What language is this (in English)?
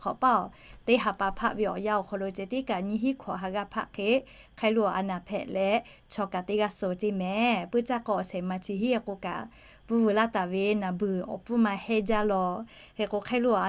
Lahu